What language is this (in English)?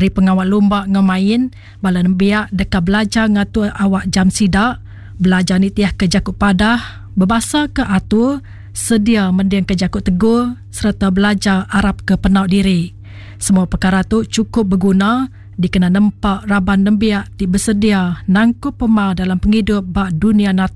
Iban